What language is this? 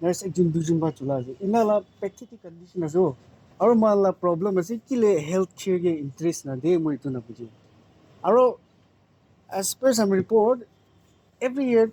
Naga Pidgin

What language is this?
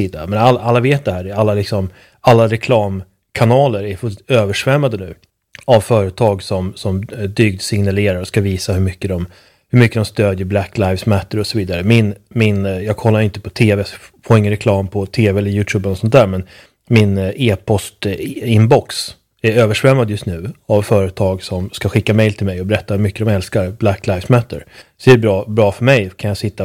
Swedish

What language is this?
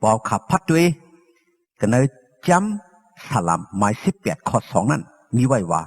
Shan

